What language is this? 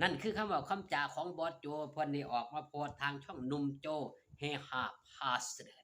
Northeastern Thai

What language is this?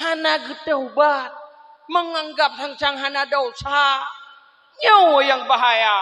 Achinese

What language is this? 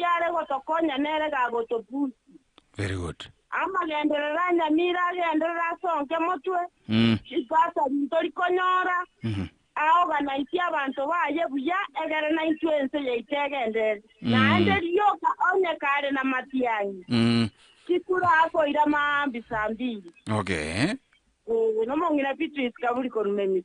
Gusii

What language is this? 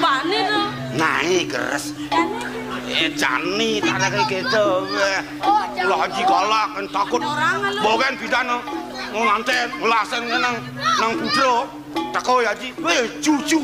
Balinese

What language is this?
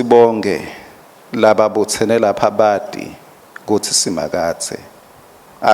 Swati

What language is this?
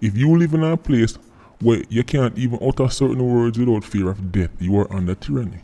Jamaican Creole English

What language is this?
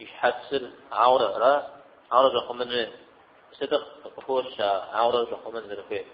Kabardian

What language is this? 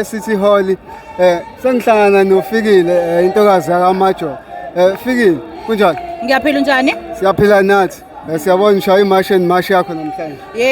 Zulu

